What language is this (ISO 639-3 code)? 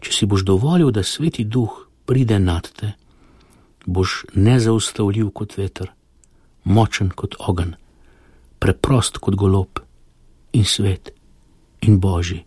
slv